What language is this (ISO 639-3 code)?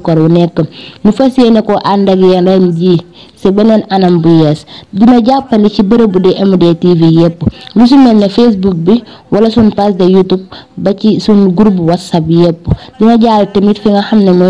wol